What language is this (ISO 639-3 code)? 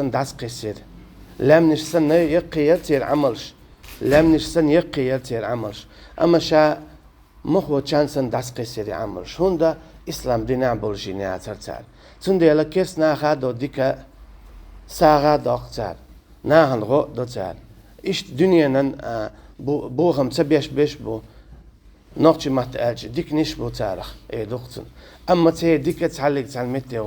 che